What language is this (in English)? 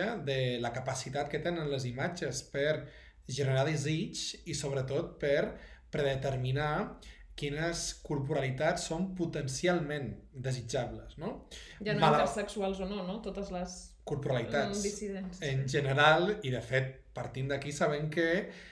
Catalan